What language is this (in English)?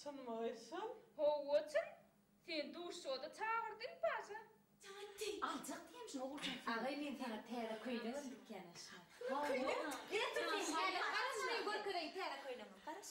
Turkmen